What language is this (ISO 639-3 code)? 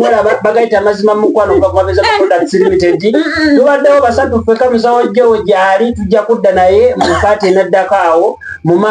lug